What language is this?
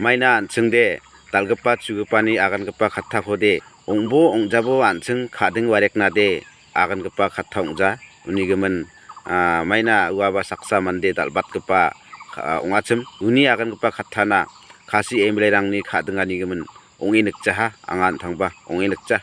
Garo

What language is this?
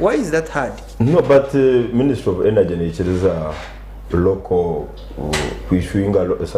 Nyankole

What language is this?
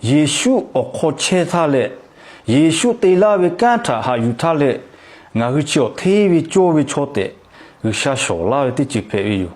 Lahu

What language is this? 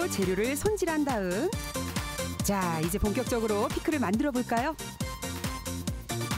Korean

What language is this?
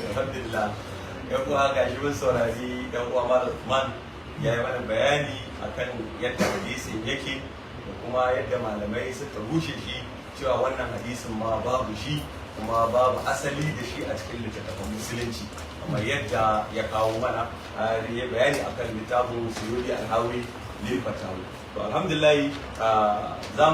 Hausa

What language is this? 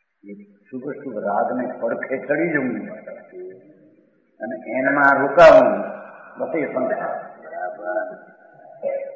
Gujarati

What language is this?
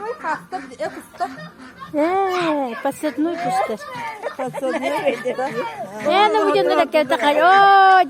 Yakut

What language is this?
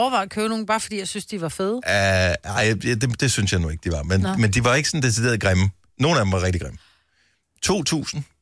Danish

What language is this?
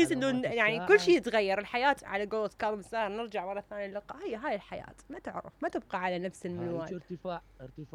Mesopotamian Arabic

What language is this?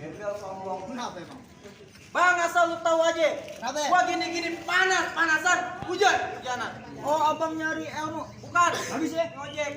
Betawi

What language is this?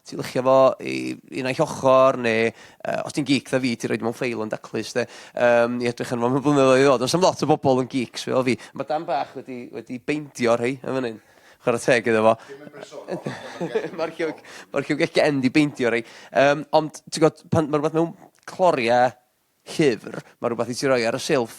Welsh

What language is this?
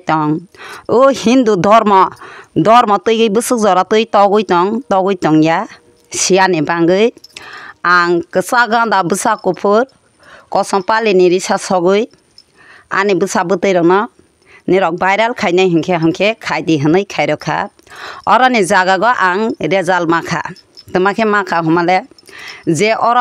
Kok Borok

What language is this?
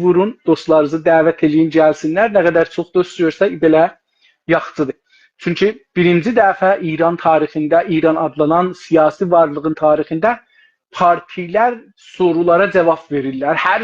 South Azerbaijani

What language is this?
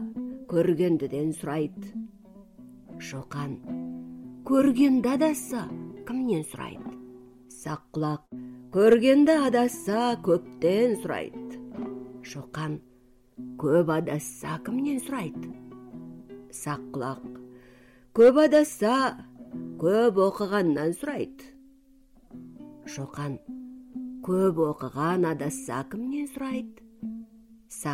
Kazakh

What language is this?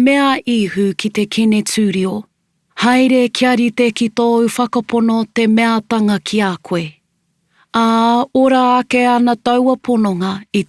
Māori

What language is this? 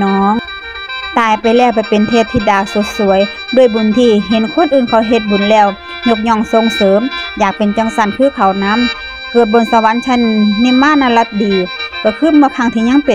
Northeastern Thai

